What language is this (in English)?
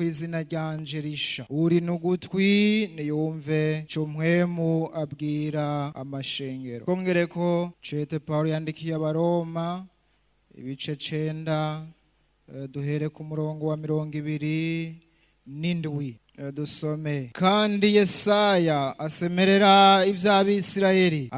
Rundi